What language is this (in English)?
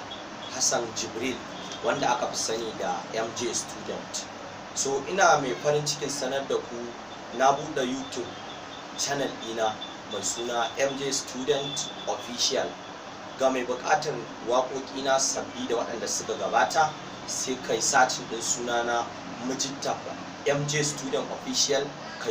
Hausa